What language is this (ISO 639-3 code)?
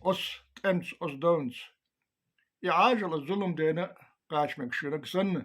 che